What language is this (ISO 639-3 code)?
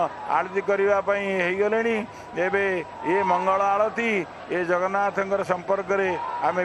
ori